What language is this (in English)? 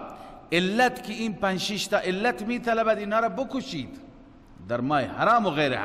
Persian